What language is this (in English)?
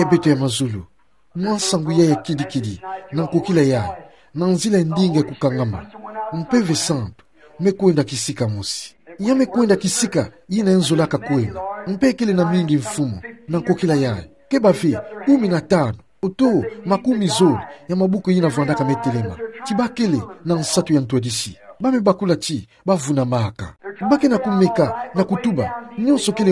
Kituba (Democratic Republic of Congo)